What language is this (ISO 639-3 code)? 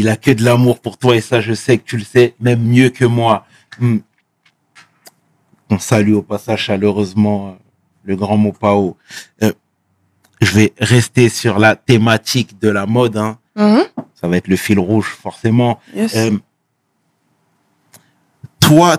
fra